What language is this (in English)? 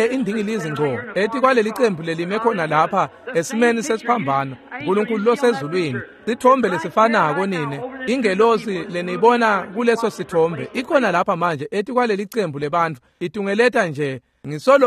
Swati